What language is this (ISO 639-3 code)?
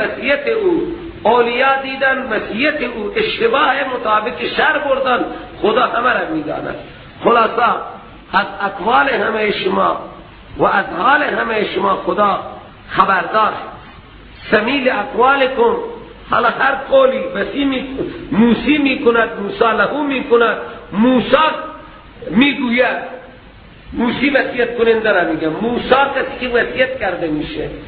fas